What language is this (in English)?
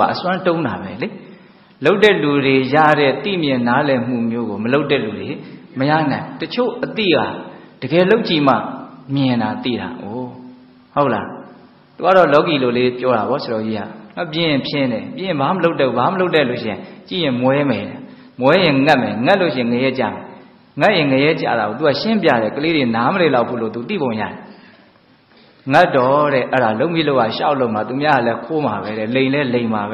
Burmese